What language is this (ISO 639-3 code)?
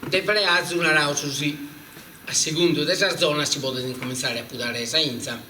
srd